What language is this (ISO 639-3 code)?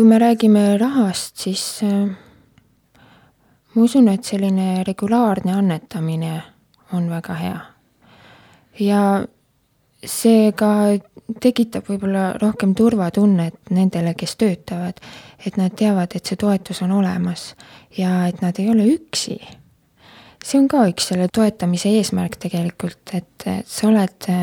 est